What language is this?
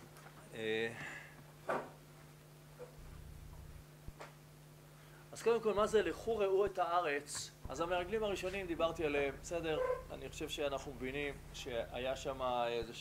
Hebrew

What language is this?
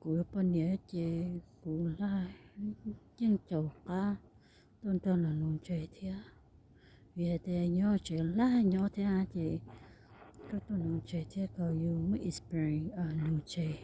Hmong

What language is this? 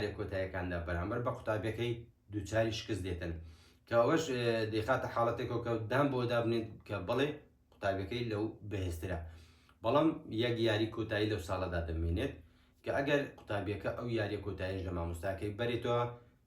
Central Kurdish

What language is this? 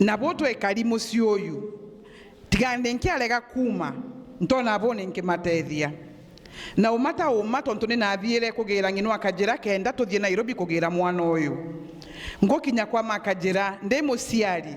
Meru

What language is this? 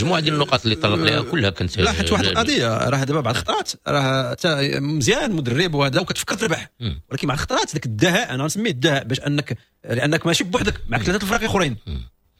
Moroccan Arabic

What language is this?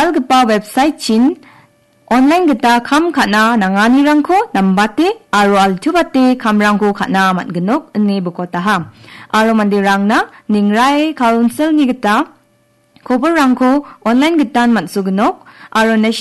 Garo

